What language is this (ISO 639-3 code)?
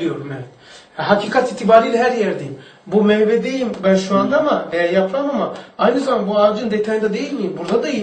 tur